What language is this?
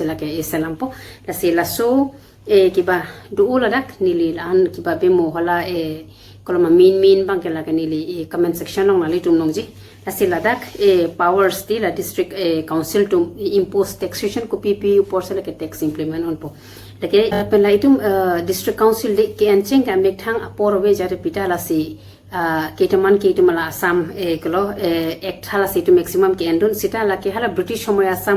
Karbi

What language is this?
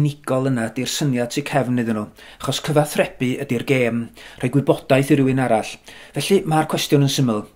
Welsh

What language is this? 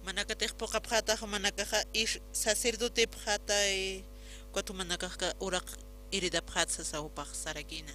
Aymara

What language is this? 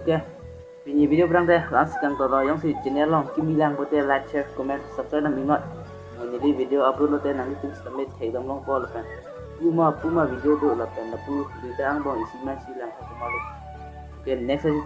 Karbi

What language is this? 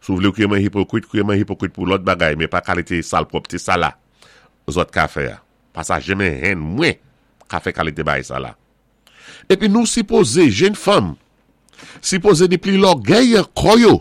Saint Lucian Creole French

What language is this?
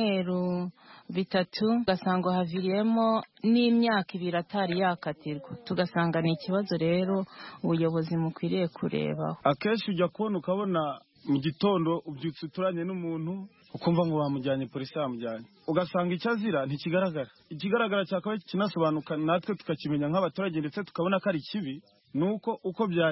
Kinyarwanda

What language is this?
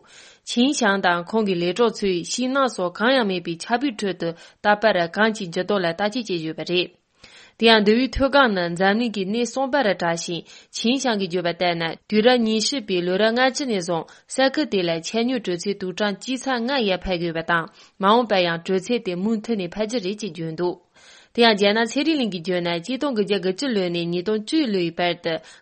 Tibetan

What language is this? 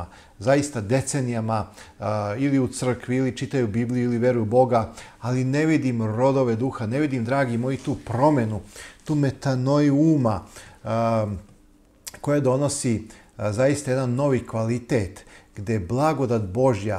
Serbian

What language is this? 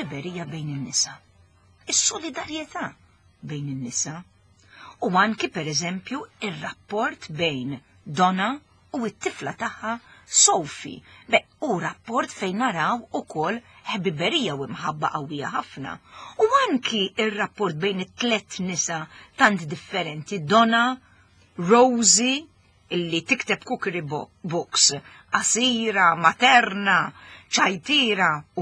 Maltese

